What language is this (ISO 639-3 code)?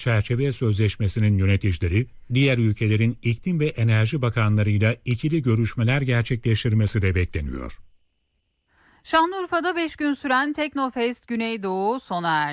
tur